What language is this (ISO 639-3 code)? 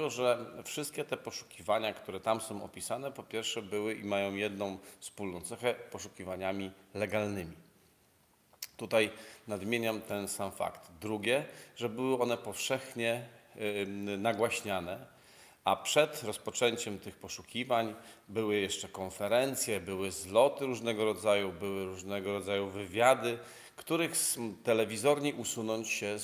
pol